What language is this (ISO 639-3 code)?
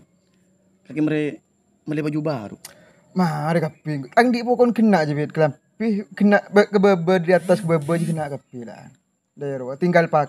mad